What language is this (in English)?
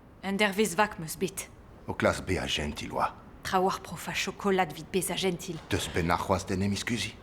Breton